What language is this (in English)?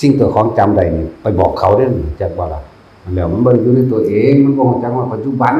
Northeastern Thai